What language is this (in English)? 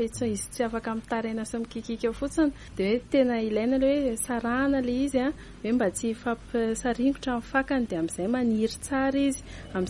Malagasy